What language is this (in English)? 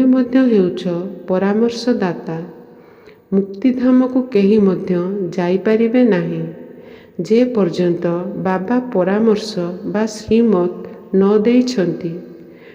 Odia